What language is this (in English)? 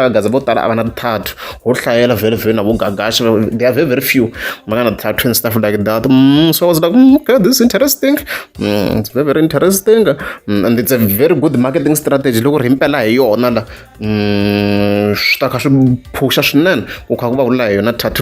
Tsonga